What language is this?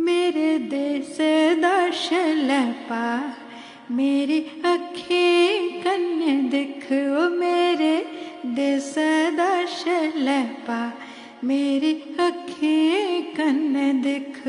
Dogri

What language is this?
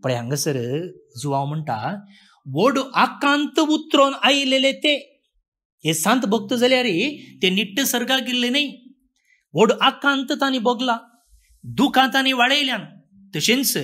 Konkani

